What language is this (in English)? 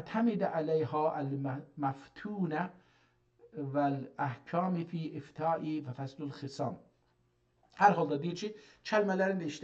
South Azerbaijani